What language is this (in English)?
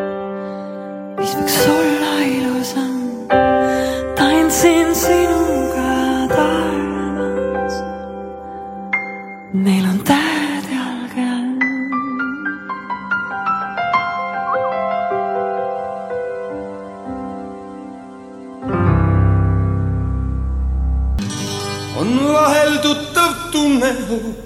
Estonian